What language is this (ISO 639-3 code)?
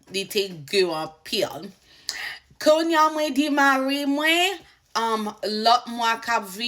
hat